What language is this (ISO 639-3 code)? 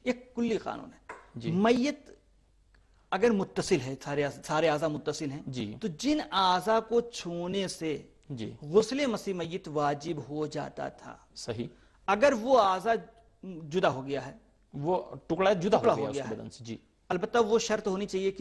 urd